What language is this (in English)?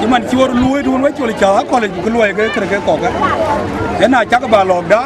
Dinka